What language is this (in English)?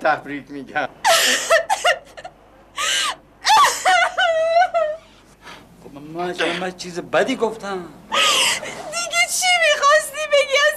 Persian